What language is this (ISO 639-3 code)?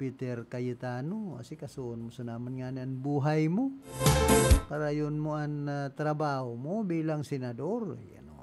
bik